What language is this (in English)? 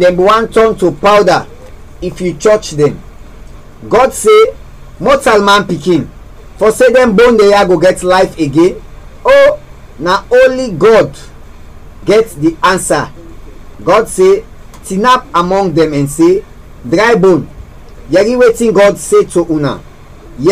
Krio